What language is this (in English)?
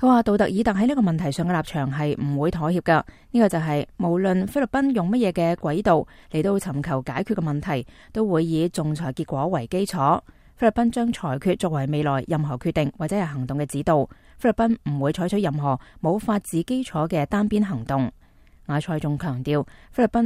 Cantonese